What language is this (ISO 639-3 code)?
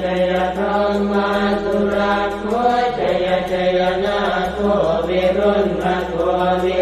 pli